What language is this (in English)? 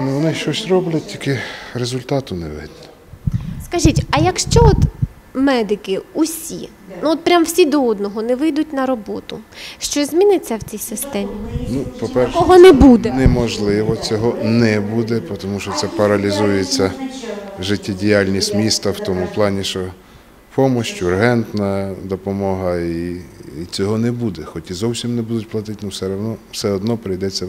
Ukrainian